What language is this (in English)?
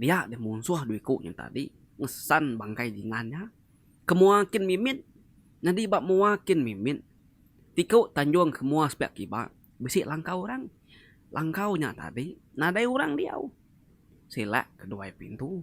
Iban